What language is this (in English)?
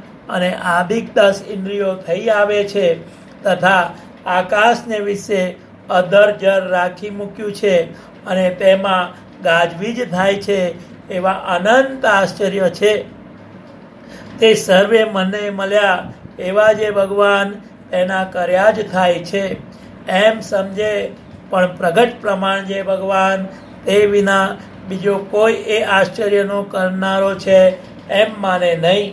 Gujarati